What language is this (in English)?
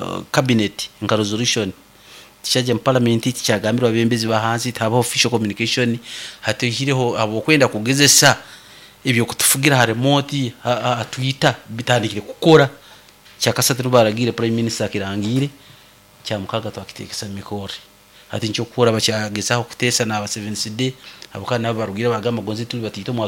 Nyoro